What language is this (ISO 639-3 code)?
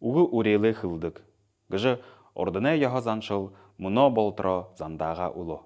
bua